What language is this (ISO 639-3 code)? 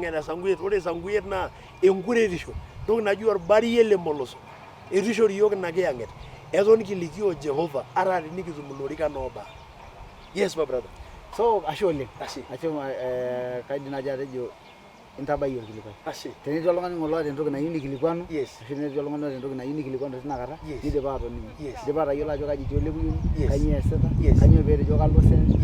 mas